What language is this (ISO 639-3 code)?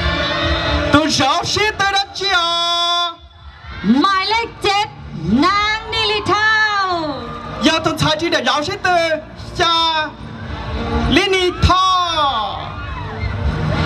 tha